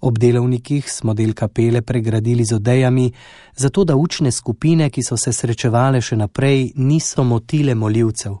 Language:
Slovenian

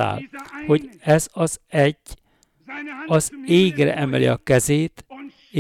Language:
Hungarian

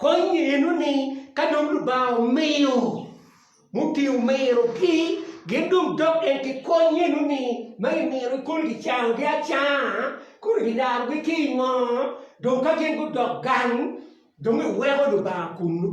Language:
Acoli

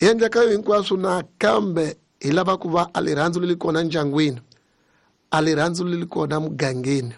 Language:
Tsonga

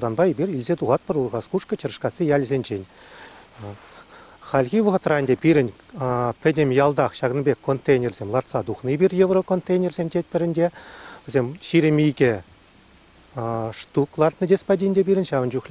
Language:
Chuvash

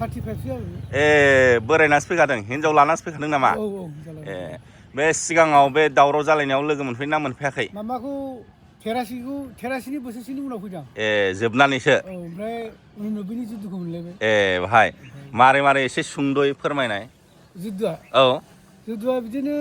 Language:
Bodo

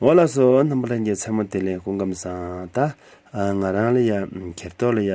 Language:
Tibetan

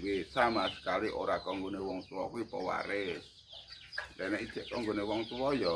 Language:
Javanese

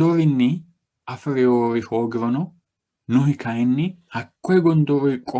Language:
Sidamo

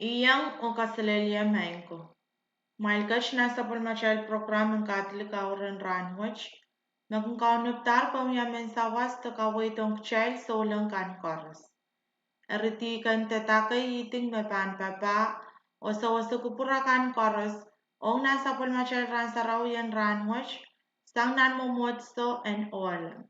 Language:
Pohnpeian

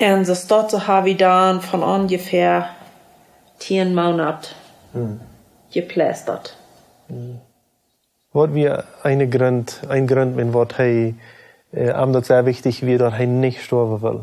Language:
Plautdietsch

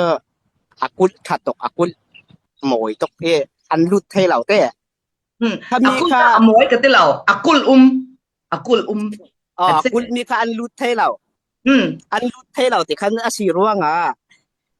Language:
Falam Chin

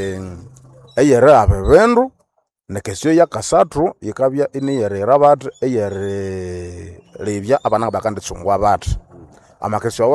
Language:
Nande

